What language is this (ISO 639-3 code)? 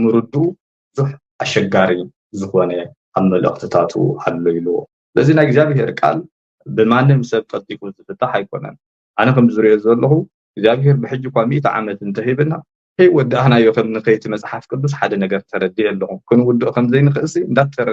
tir